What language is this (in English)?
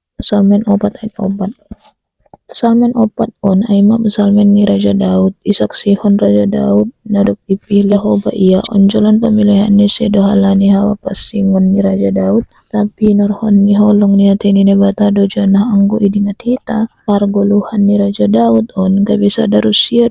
Batak Simalungun